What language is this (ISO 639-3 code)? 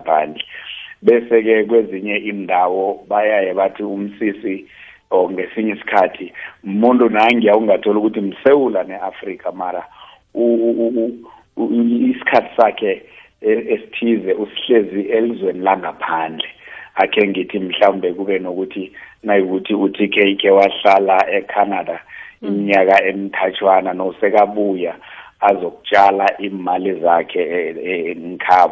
nbl